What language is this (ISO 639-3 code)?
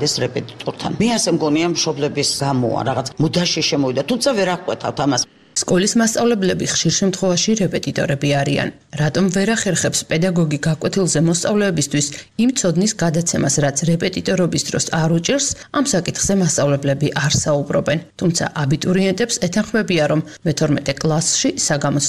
kat